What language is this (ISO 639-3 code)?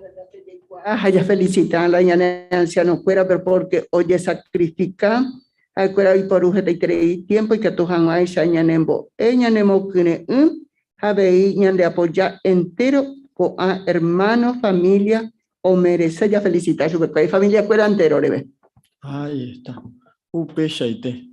grn